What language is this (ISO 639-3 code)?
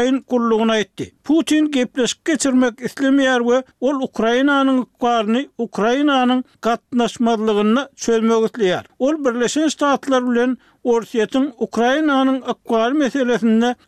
tuk